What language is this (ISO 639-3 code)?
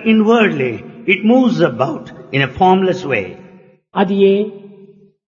tel